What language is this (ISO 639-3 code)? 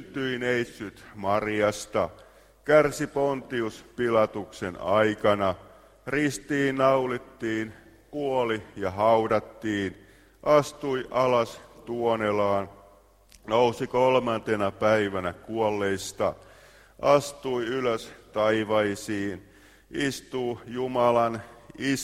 fin